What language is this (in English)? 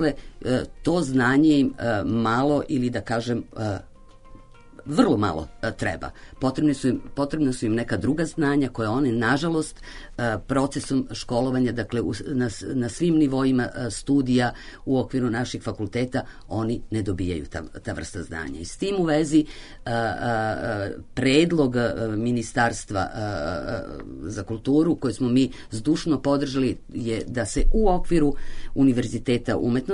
Serbian